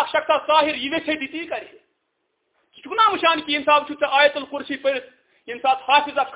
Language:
Kashmiri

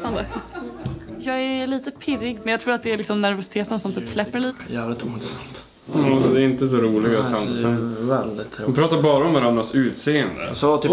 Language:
Swedish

